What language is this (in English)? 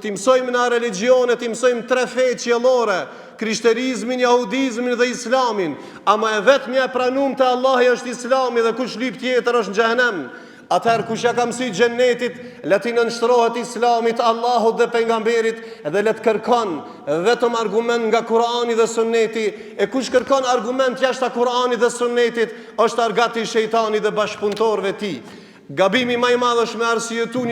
Albanian